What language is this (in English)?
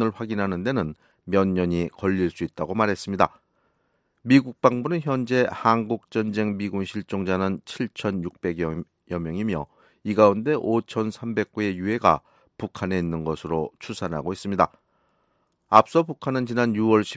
Korean